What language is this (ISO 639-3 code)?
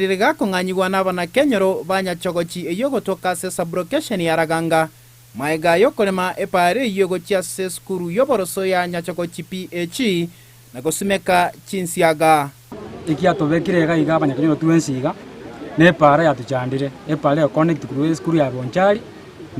guz